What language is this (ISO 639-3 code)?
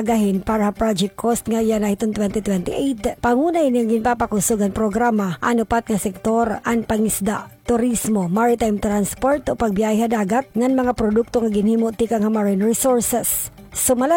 war